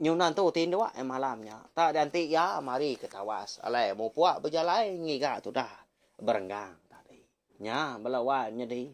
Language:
Iban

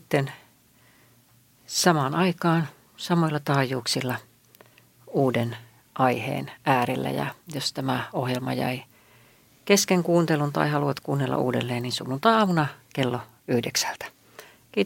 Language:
Finnish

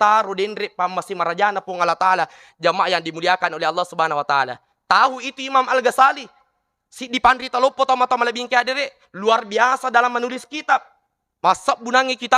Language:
Buginese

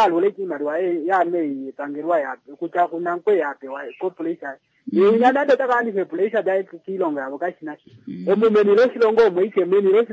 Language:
Kuanyama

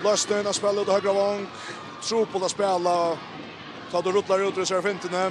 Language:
Faroese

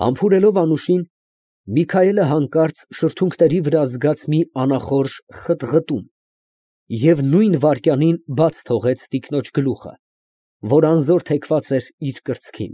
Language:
Armenian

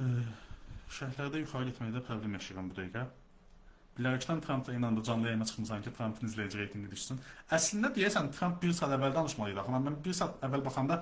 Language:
Azerbaijani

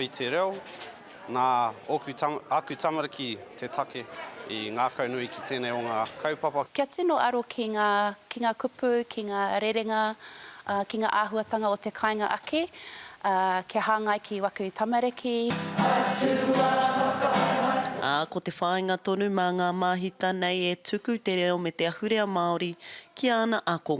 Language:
Māori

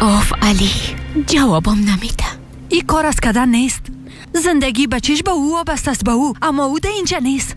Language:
Persian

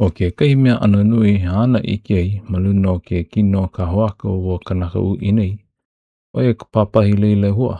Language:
Hawaiian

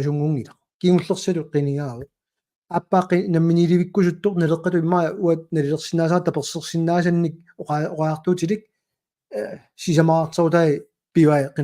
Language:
Kalaallisut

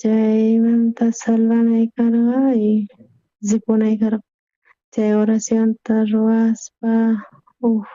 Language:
South Bolivian Quechua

